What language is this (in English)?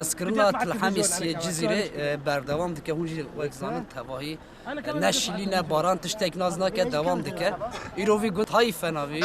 Kurdish